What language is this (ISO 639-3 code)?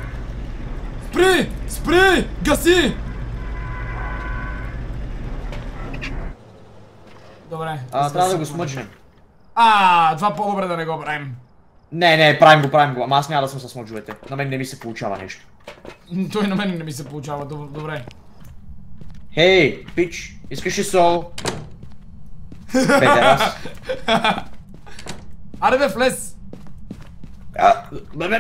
bul